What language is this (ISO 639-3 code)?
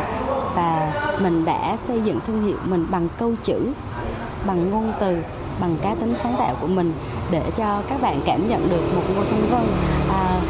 vie